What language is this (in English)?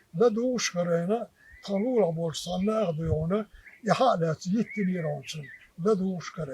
Chechen